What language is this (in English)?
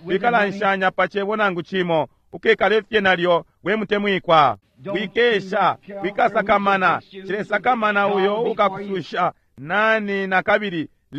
Bemba